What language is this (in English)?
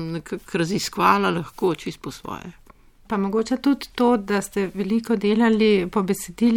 Slovenian